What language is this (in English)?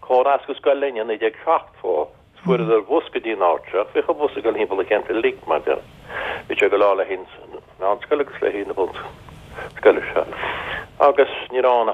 Irish